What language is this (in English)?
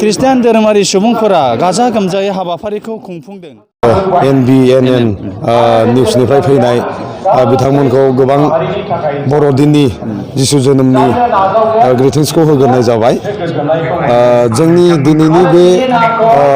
Bodo